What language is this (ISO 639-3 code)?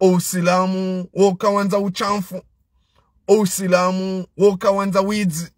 zdj